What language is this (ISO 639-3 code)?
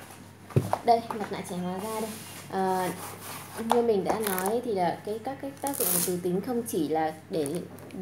vie